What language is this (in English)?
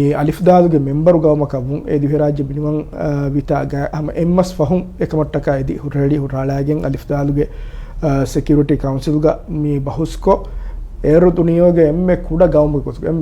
Divehi